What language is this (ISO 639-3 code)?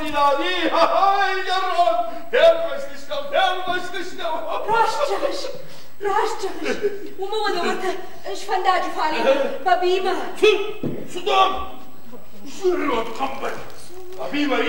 oss